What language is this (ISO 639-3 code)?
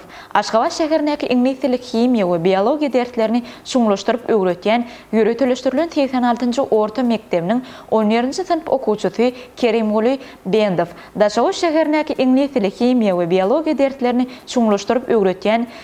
tuk